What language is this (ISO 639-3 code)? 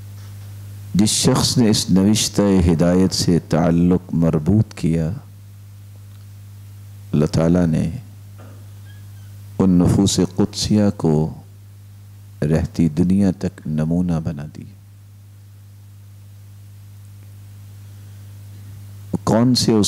urd